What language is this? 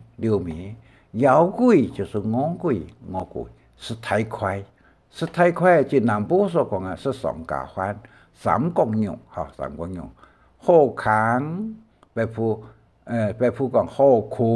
Hakka Chinese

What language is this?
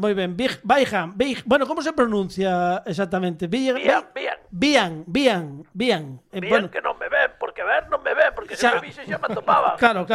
Galician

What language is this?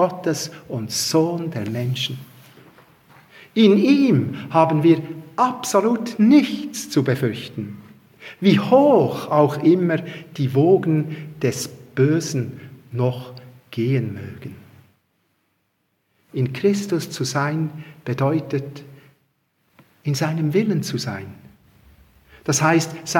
German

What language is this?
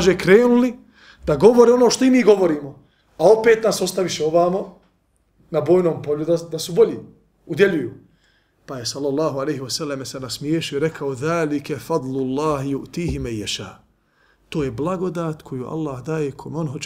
Bosnian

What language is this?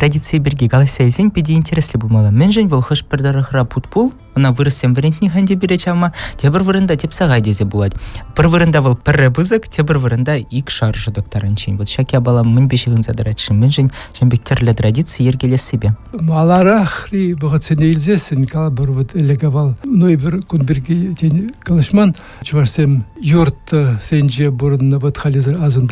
Chuvash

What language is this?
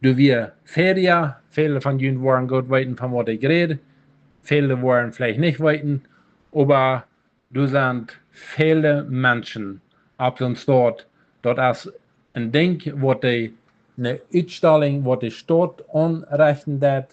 Plautdietsch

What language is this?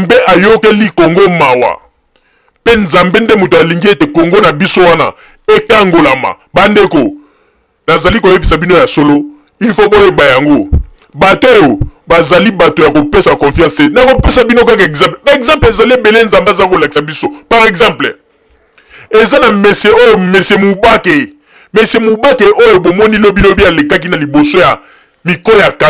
Lingala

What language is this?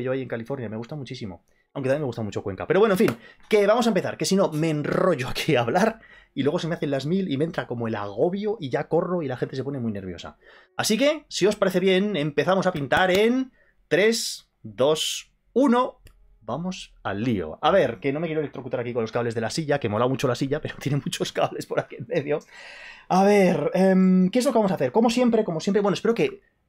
Spanish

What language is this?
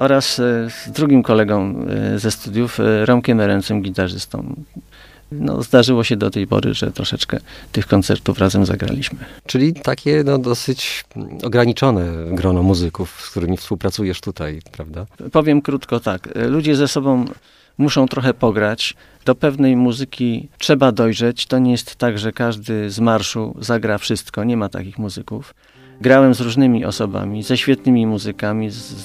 Polish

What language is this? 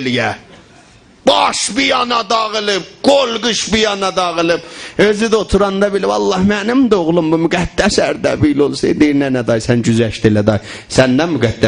South Azerbaijani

